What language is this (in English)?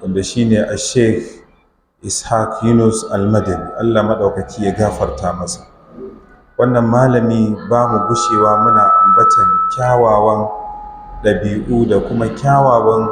Hausa